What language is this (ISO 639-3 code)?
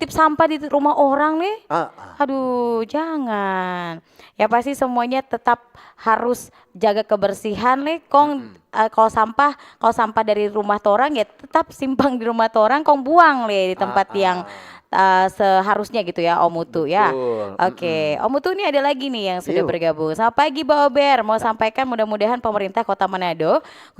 xmm